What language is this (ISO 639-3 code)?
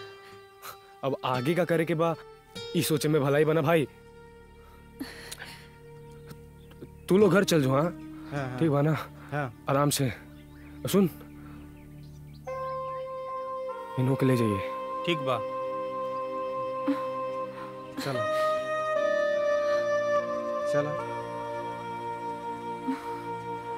bho